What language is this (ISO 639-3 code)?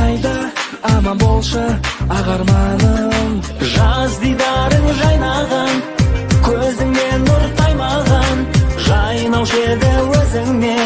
kaz